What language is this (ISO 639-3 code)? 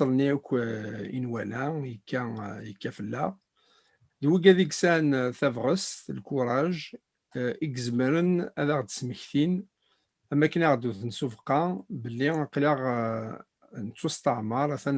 kab